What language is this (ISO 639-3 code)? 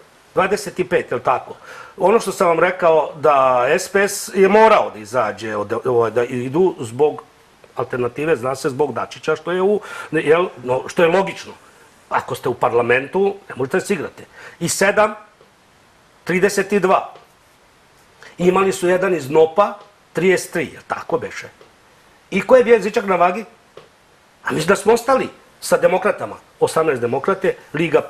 srp